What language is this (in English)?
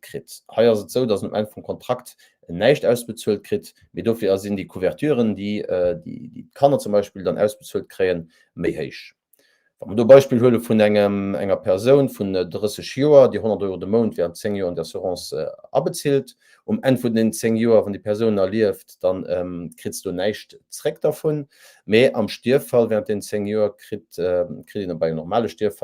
Luxembourgish